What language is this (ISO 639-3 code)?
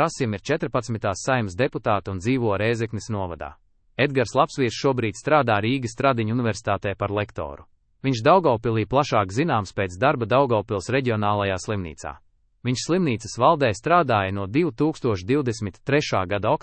lav